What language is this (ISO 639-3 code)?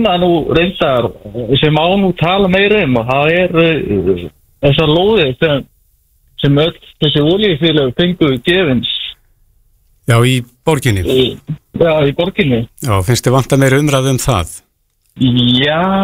isl